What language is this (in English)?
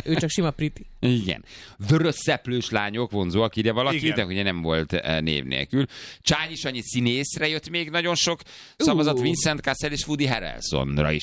Hungarian